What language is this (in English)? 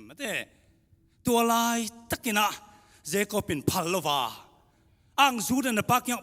Tedim Chin